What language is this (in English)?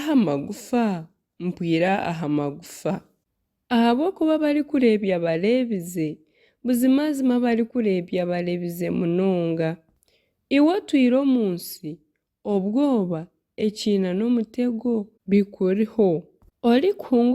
Nyankole